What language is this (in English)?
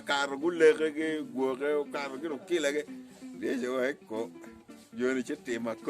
Acoli